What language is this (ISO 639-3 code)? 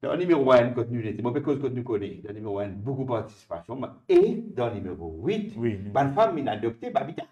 mfe